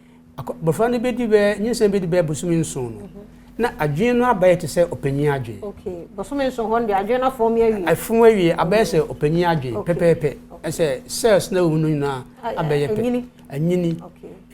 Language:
Akan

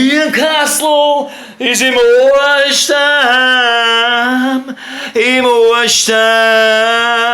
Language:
Bavarian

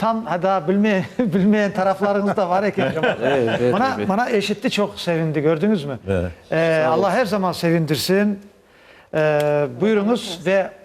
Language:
Crimean Tatar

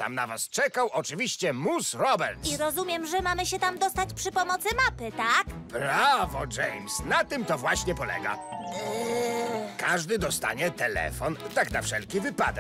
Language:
Polish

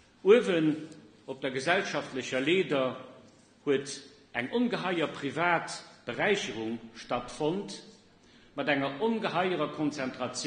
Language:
Luxembourgish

